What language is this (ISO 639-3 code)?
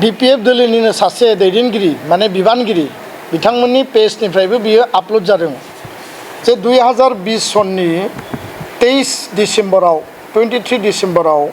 brx